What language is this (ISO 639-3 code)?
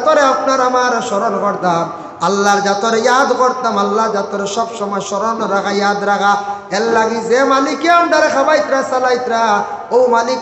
syl